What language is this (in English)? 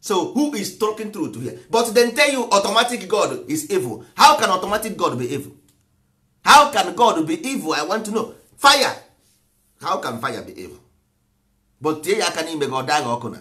Igbo